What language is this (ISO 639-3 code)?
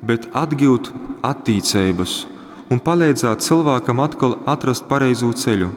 ltg